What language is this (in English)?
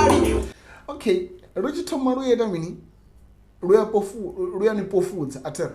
Venda